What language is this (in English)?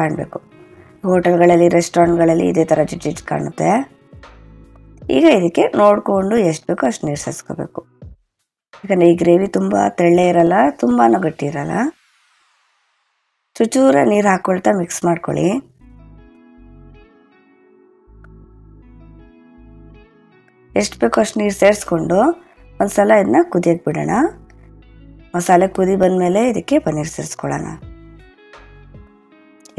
Kannada